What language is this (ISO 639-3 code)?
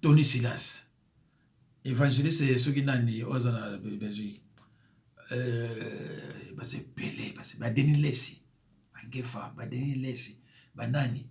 lin